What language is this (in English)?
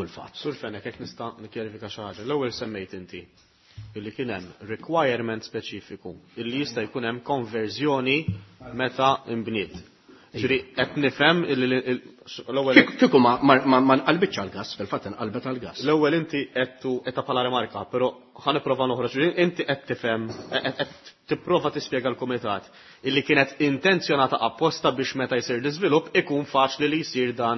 Maltese